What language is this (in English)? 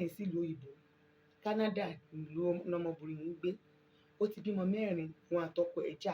Yoruba